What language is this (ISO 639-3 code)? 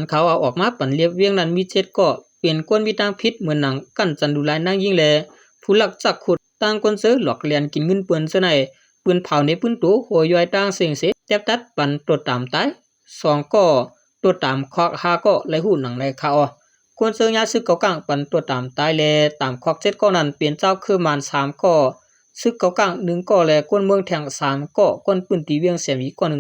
shn